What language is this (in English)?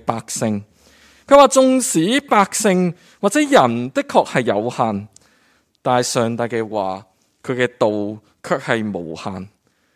Cantonese